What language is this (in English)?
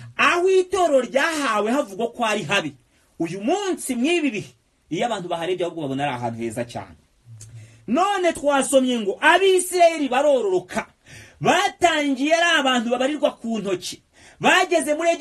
Kinyarwanda